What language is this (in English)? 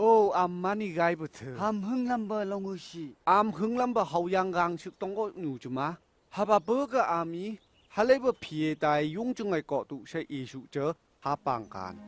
Phom Naga